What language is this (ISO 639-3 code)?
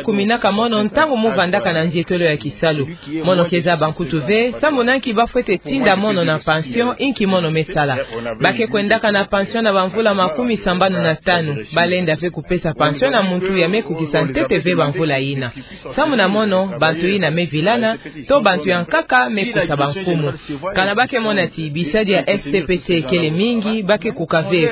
ktu